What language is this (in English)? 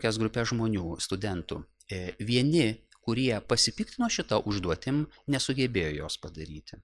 Lithuanian